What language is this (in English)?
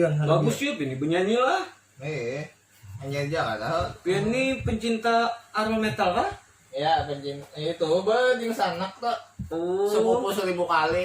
Banjar